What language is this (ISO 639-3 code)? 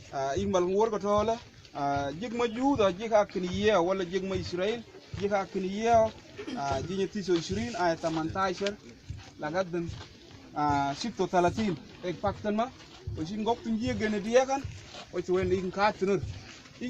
mfz